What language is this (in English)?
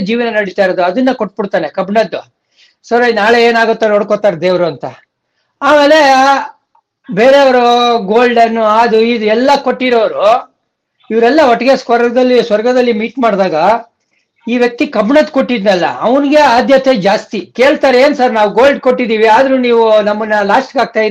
Kannada